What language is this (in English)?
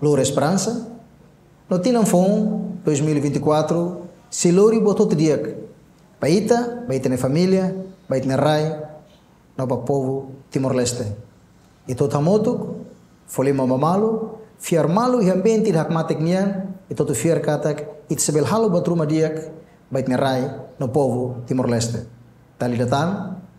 Tetum